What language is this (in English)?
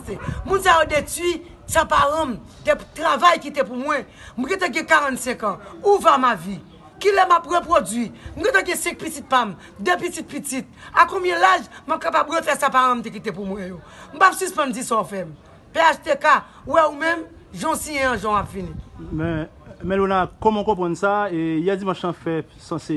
Haitian Creole